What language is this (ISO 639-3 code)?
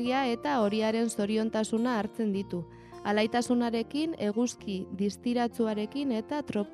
eus